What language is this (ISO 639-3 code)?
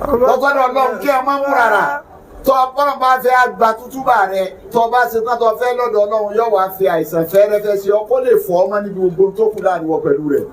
yor